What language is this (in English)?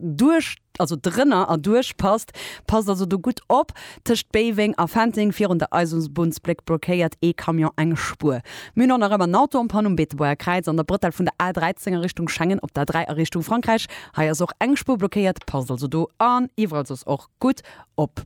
Luxembourgish